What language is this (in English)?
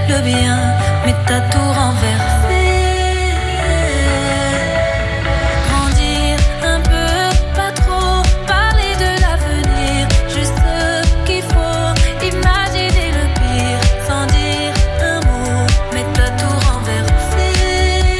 French